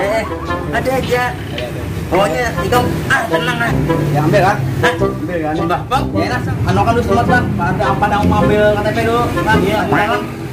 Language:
Banjar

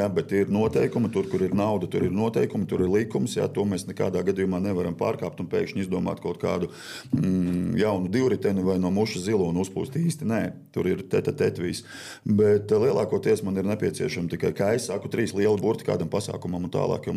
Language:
Latvian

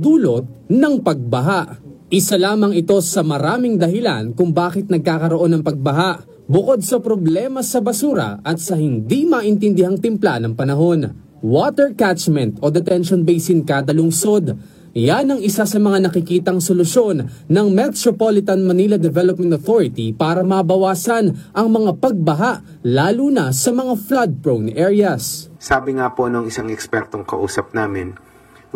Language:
Filipino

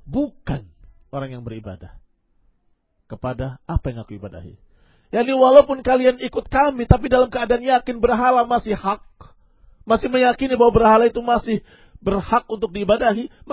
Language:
Indonesian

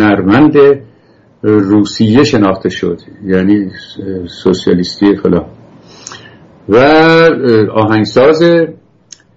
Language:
Persian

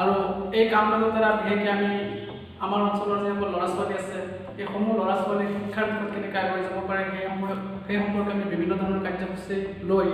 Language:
Assamese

